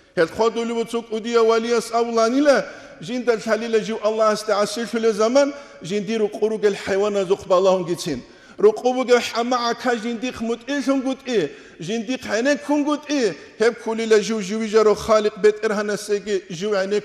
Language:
Avaric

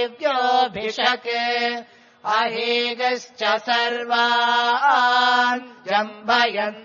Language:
Sanskrit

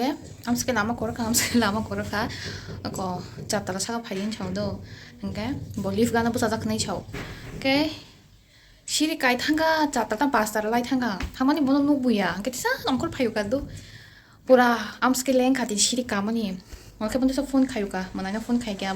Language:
Kok Borok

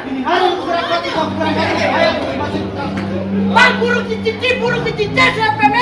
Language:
Betawi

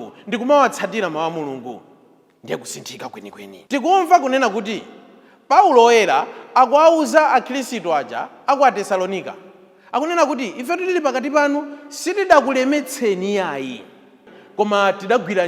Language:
Nyanja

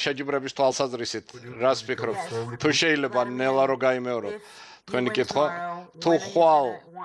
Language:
Georgian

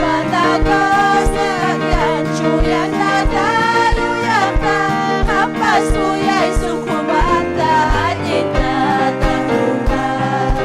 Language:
Ayacucho Quechua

